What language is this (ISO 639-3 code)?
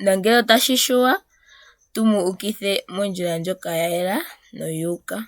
ndo